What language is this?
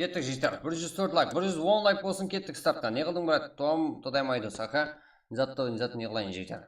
Kara-Kalpak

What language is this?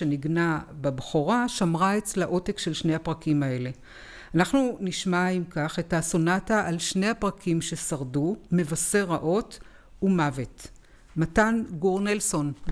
Hebrew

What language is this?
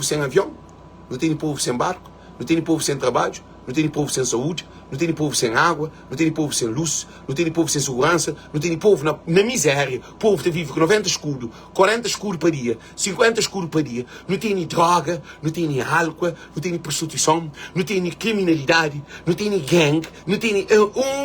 Kabuverdianu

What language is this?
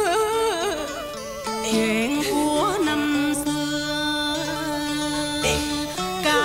Vietnamese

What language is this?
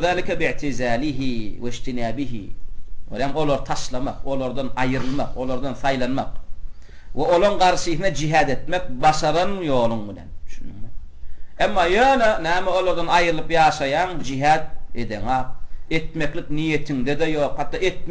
Turkmen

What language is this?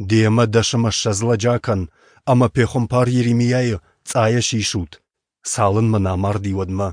Ossetic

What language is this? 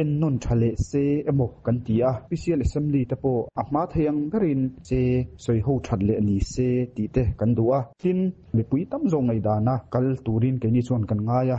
Mizo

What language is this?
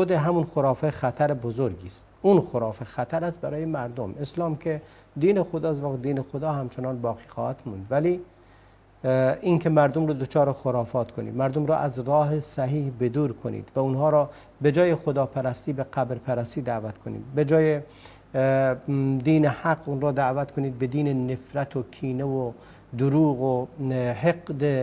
Persian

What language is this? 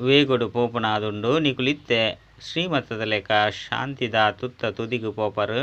Tulu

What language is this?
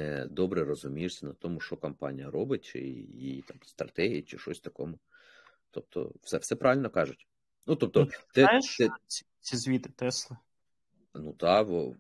Ukrainian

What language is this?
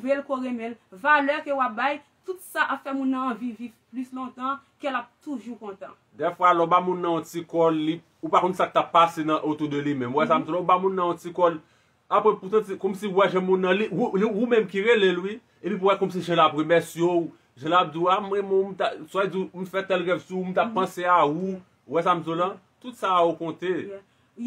Haitian Creole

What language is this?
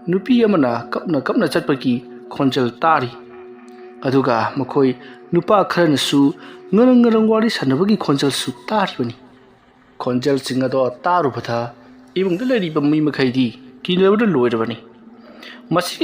Manipuri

